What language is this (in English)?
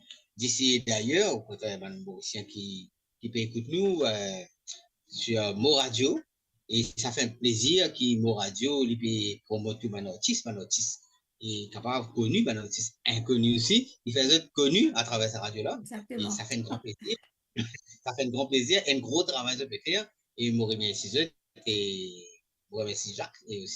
Morisyen